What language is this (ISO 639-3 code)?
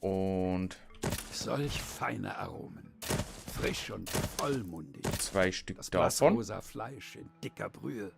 bar